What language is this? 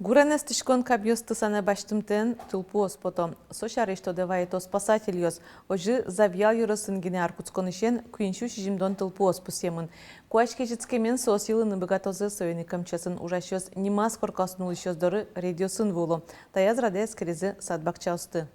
Udmurt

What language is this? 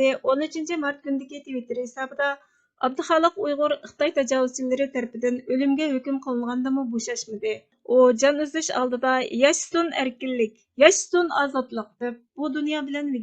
Uyghur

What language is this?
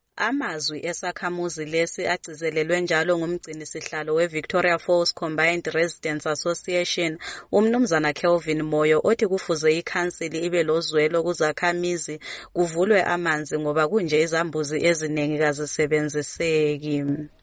North Ndebele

